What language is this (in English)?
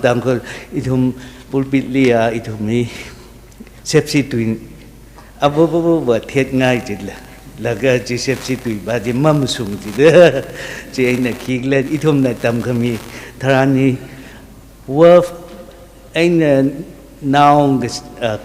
Tangkhul Naga (India)